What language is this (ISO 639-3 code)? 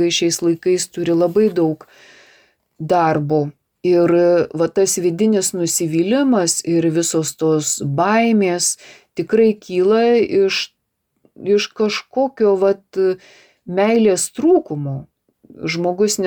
lit